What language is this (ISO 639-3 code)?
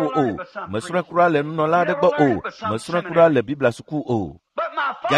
ewe